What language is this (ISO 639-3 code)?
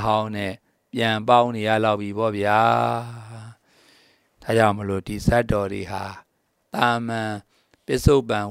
mya